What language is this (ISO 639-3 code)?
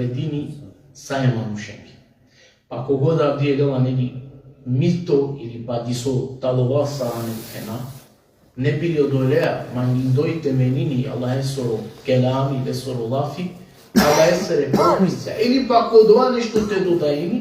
rmn